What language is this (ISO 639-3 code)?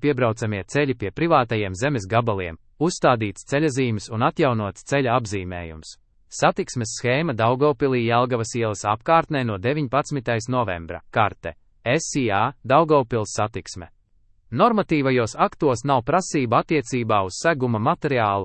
lav